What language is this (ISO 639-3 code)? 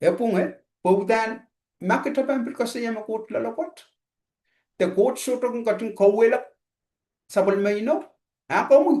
pon